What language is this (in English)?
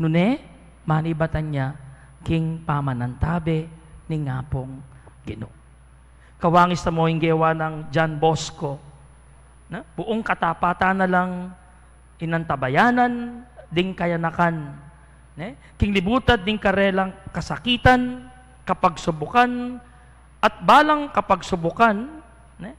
Pampanga